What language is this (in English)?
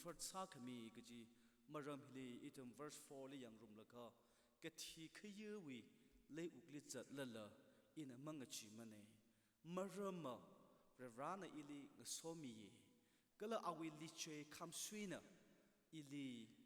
Tangkhul Naga (India)